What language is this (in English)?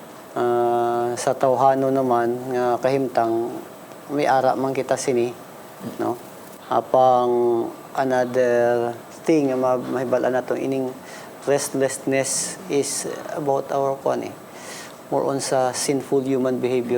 Hiligaynon